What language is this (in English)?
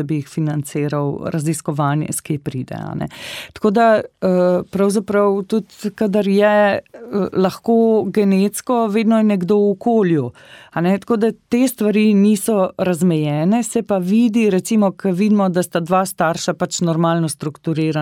Slovenian